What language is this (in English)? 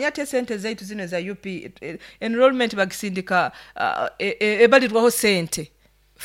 Nyoro